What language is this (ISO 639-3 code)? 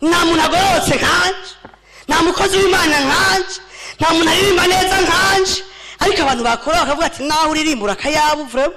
run